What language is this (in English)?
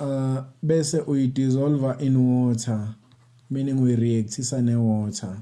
Zulu